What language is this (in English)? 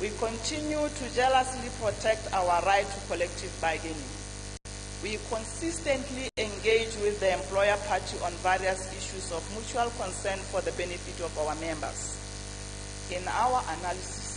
Tswana